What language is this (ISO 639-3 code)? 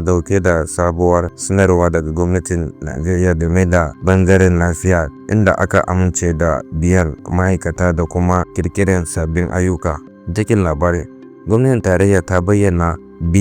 hau